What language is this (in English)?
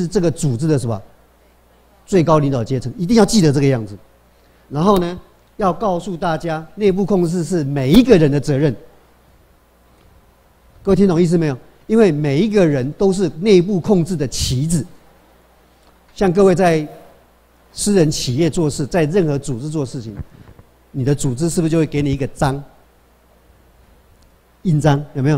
Chinese